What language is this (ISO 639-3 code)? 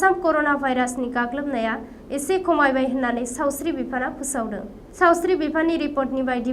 brx